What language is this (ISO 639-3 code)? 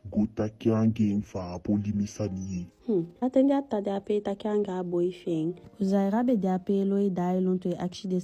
djk